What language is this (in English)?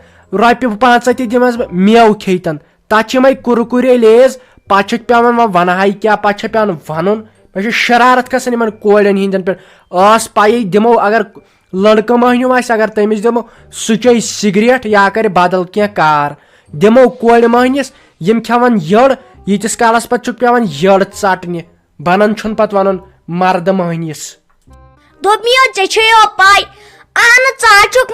Kashmiri